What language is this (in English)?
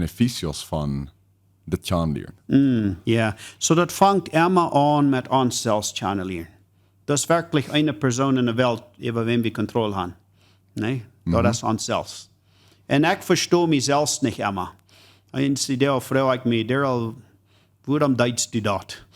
Plautdietsch